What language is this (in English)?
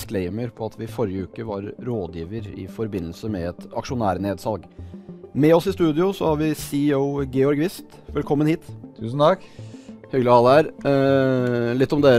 Norwegian